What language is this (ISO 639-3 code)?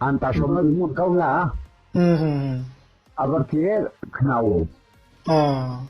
ria